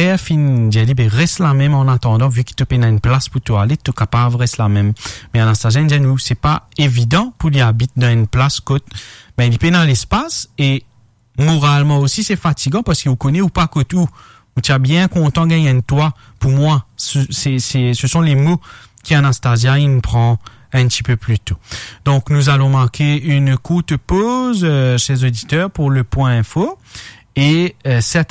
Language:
Morisyen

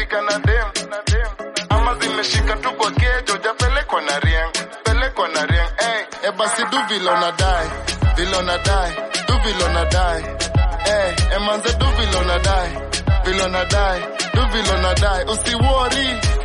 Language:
Swahili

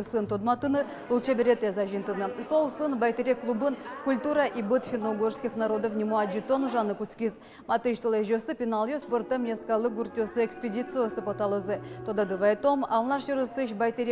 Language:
Udmurt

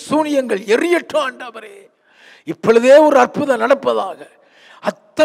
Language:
Tamil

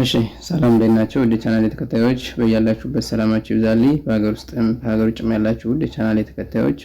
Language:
Amharic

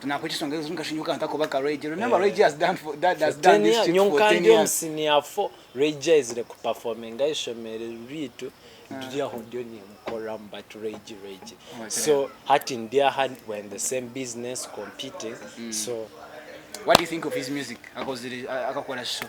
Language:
Nyankole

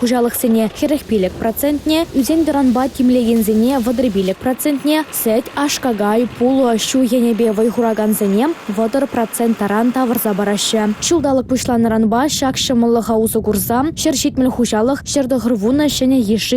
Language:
Chuvash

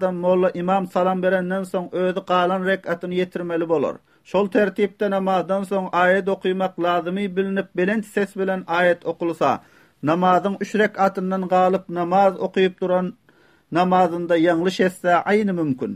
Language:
Turkmen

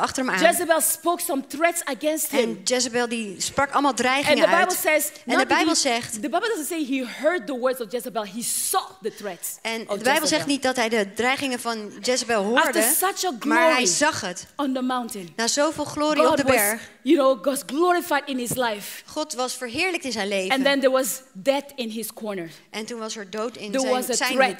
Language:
Dutch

